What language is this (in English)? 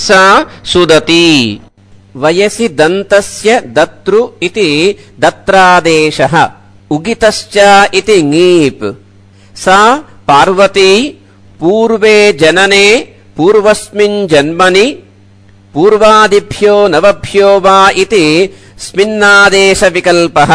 Sanskrit